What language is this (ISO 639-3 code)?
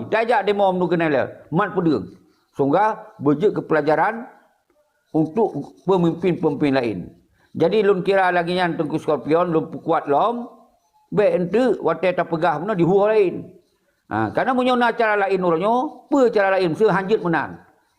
ace